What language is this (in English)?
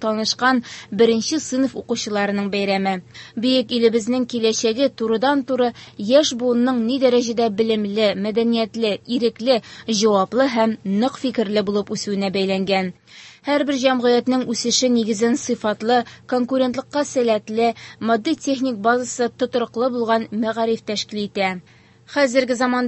Tatar